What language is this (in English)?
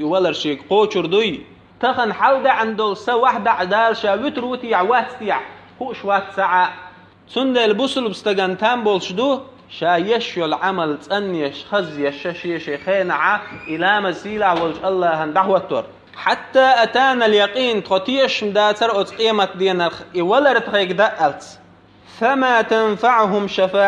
Chechen